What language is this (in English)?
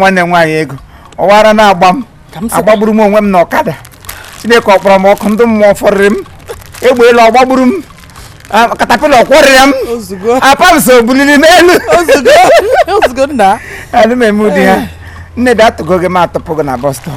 Igbo